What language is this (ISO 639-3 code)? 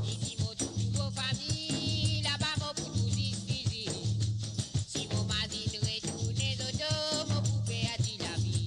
mfe